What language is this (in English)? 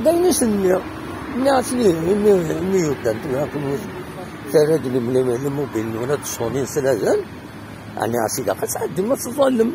Kabyle